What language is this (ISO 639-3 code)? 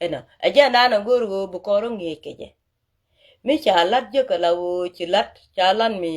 nus